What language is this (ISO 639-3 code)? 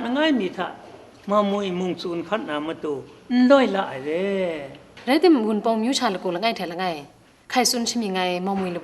kac